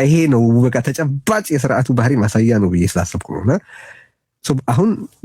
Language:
Amharic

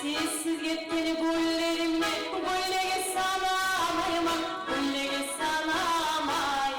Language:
Kumyk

